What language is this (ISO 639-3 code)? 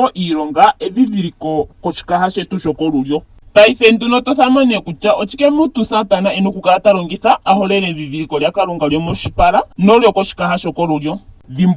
ndo